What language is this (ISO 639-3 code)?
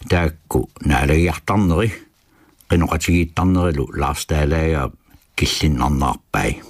kal